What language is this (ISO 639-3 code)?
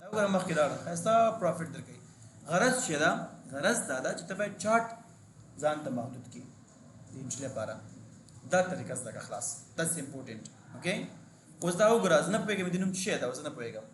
pus